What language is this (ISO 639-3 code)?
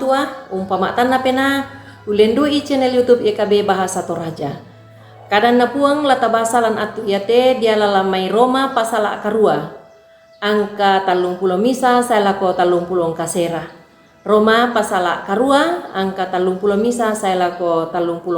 sda